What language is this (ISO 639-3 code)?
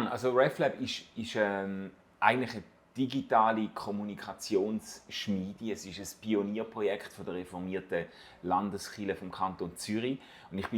gsw